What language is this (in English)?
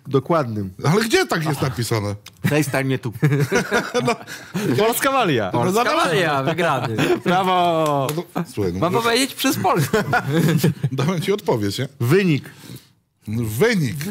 Polish